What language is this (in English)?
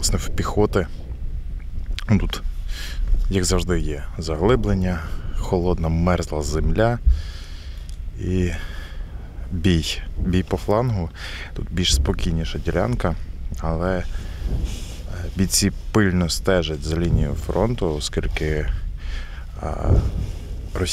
Ukrainian